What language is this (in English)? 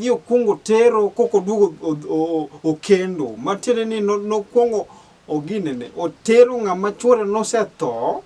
Luo (Kenya and Tanzania)